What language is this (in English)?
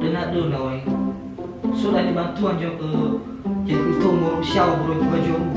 Nias